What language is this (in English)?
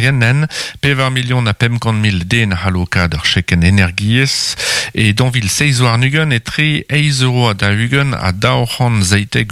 Breton